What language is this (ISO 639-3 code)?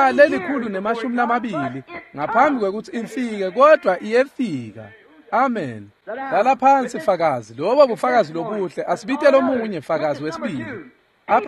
ssw